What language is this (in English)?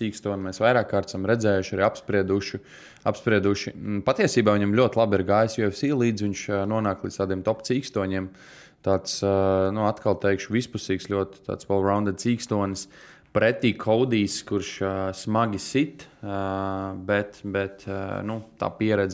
Latvian